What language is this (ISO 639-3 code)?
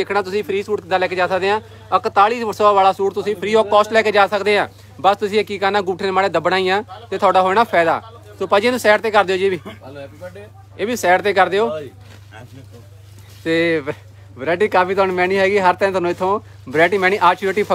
pan